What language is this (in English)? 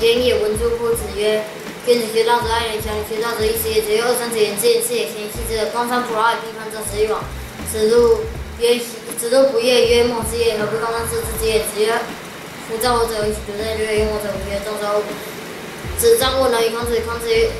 Literary Chinese